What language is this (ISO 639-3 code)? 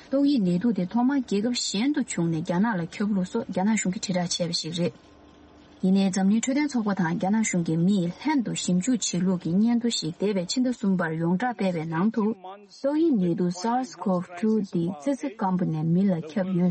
bod